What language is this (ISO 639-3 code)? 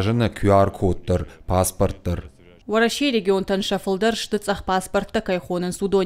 oss